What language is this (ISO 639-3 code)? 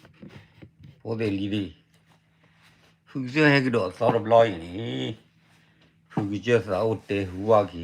ksw